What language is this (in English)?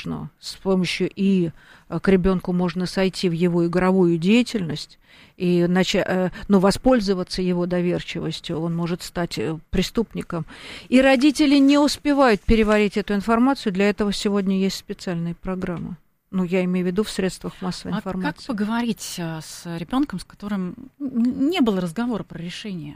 Russian